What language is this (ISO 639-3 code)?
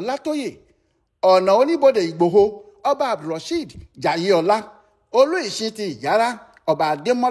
yor